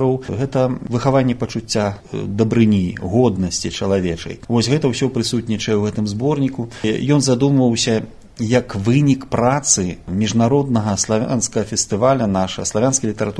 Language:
Belarusian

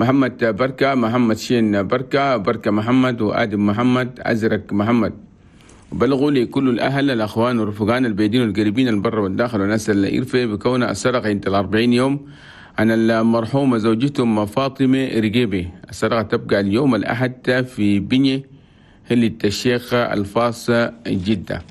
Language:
Chadian Arabic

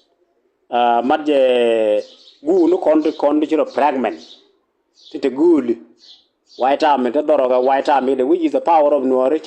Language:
Nuer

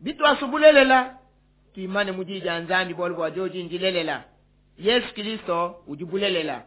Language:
Luba-Lulua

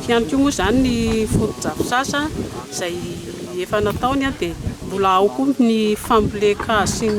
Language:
Malagasy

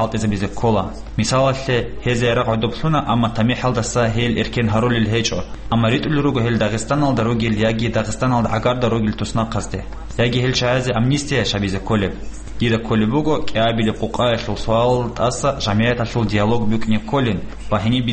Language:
Avaric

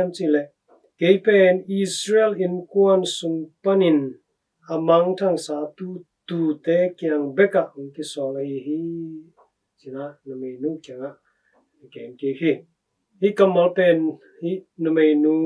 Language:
Tedim Chin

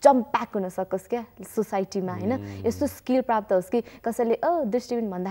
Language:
Nepali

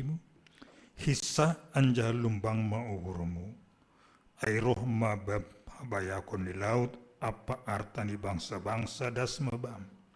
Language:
Batak Simalungun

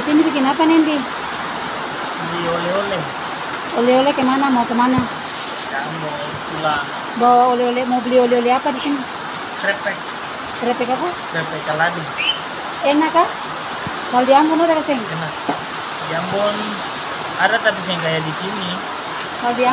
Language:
Ambonese Malay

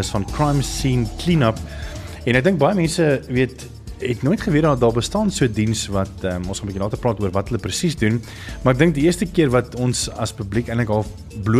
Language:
Afrikaans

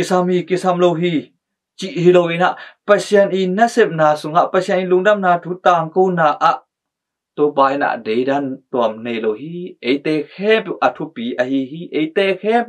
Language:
Tedim Chin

